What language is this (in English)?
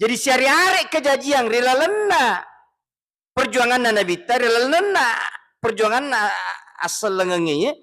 Buginese